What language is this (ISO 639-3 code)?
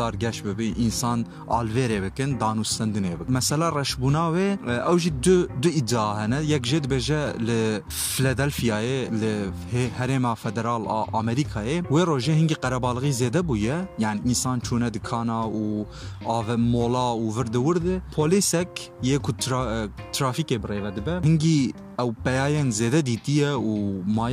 kur